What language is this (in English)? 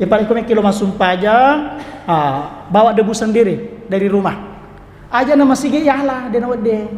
Buginese